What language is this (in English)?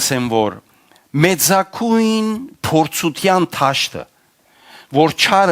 Western Armenian